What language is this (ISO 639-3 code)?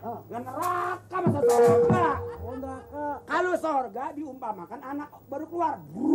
bew